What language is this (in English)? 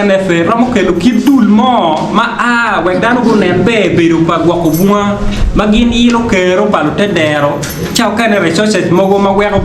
Acoli